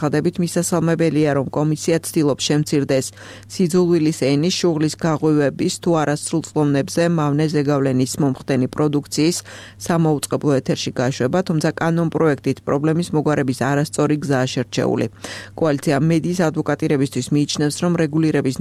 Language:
Georgian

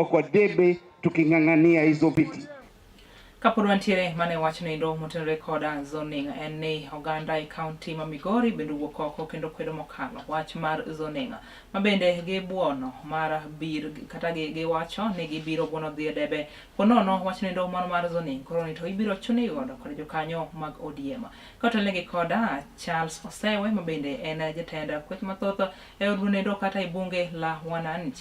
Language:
Luo (Kenya and Tanzania)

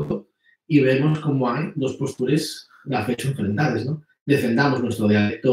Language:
Asturian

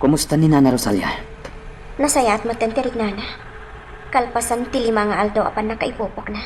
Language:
Iloko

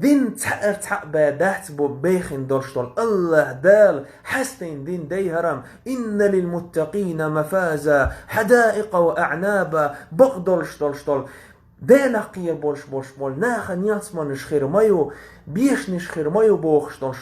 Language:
Chechen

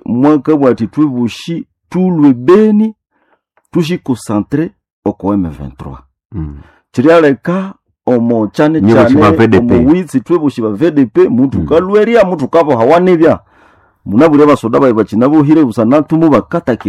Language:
Nande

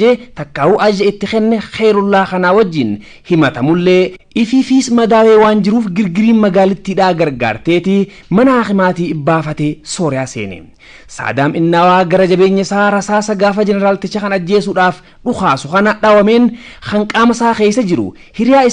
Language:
Oromo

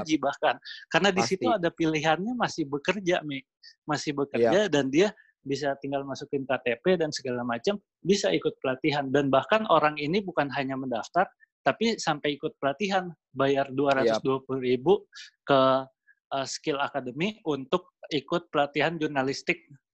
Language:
Indonesian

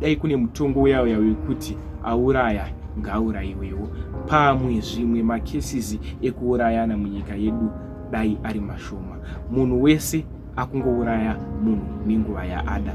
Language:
Shona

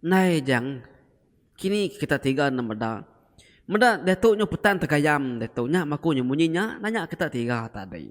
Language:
Iban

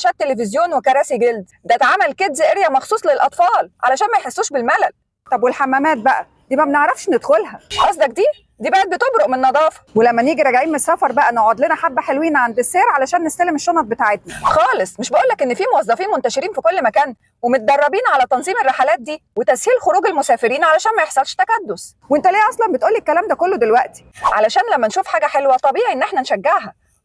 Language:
Egyptian Arabic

